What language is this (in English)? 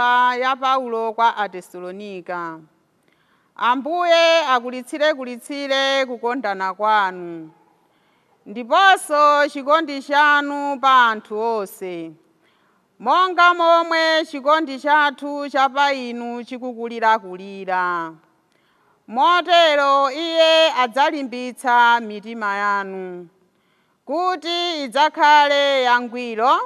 Nyanja